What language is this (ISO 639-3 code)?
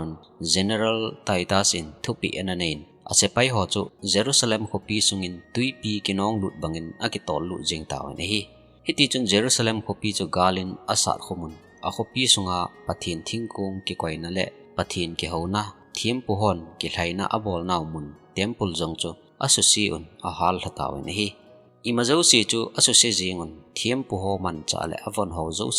tcz